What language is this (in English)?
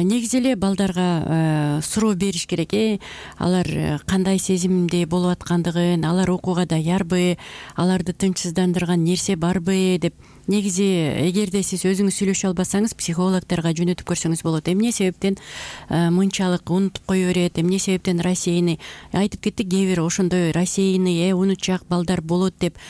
Kyrgyz